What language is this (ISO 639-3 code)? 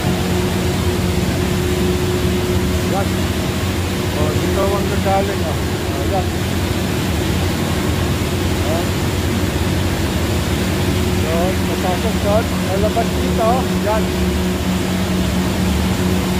fil